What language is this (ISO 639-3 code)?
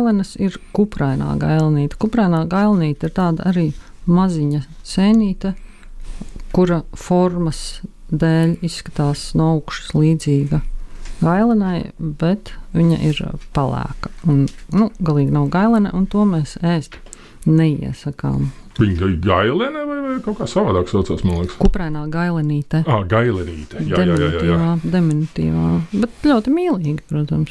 lav